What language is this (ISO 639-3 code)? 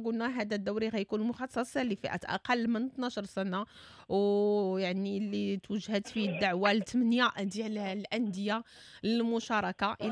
ary